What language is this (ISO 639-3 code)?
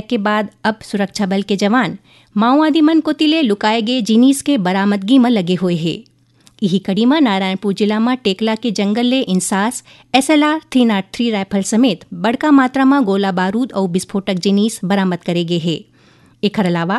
hne